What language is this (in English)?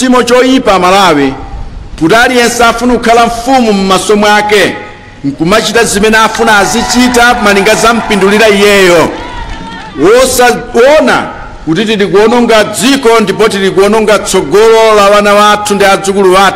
Nyanja